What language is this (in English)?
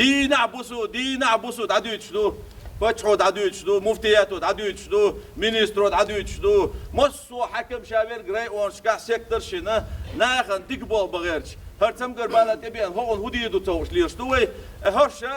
Chechen